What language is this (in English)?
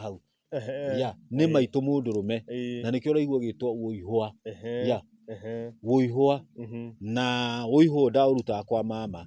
Kikuyu